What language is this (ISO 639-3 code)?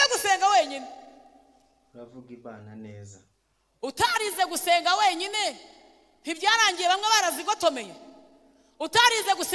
kin